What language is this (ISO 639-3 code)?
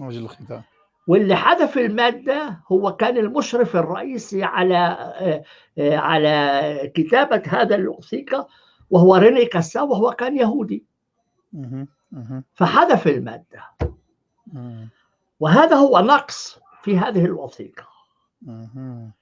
apc